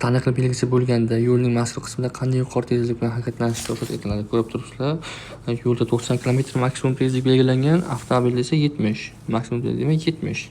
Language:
Uzbek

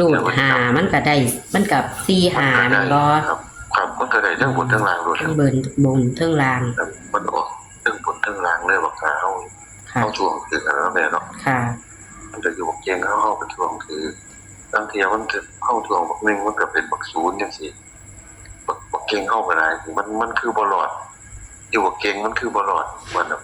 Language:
Northeastern Thai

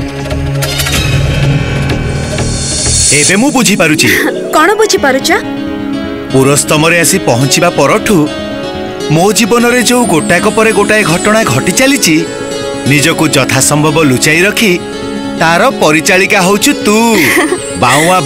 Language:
Odia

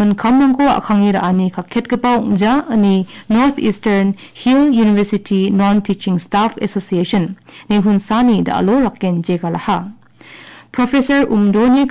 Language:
Garo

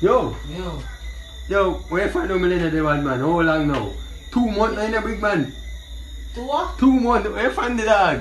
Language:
Jamaican Creole English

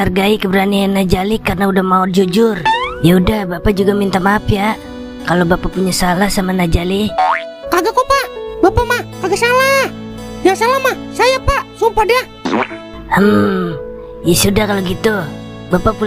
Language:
Betawi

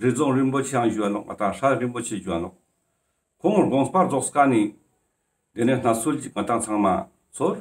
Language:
Ladakhi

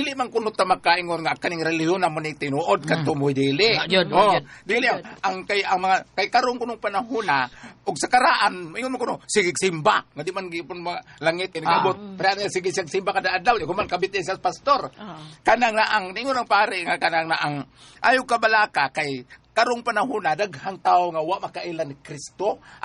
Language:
Cebuano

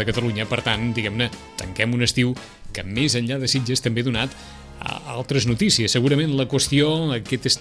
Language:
Catalan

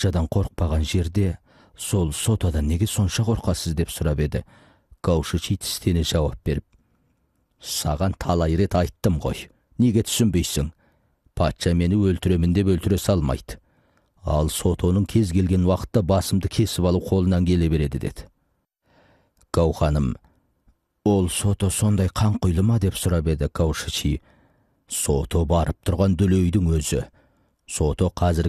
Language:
Kazakh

